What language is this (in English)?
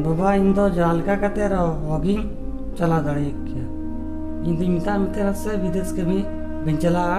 Santali